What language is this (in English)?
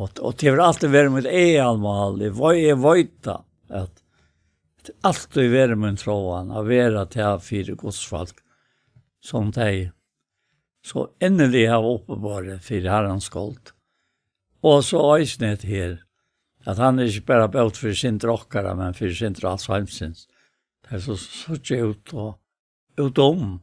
Faroese